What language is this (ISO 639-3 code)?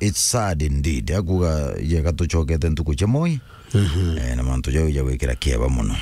mer